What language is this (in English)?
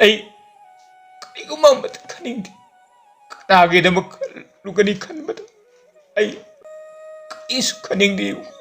Manipuri